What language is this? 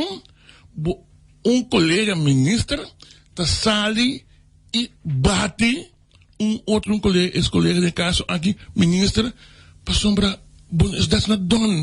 Papiamento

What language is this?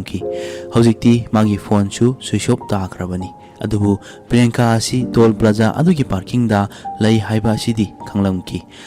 Manipuri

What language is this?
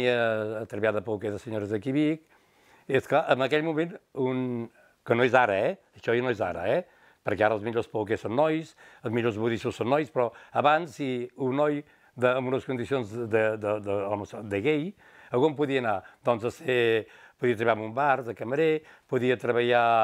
Catalan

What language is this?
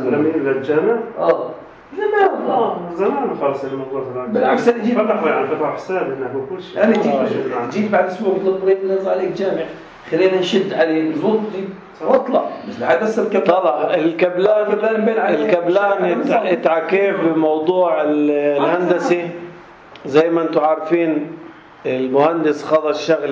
North Levantine Arabic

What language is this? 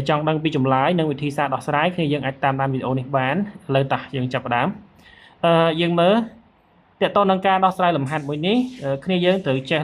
Khmer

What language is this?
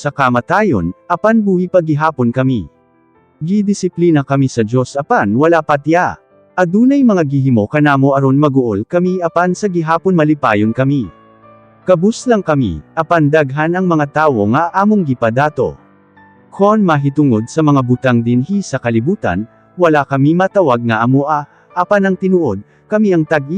Cebuano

